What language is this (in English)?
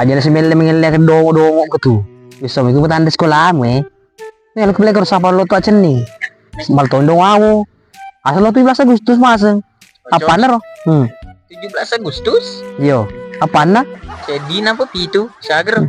Buginese